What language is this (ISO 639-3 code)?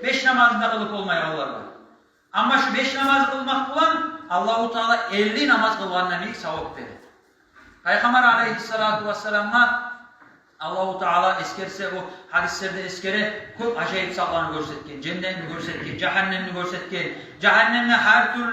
kum